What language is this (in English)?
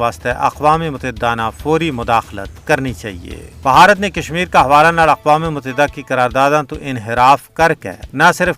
Gujari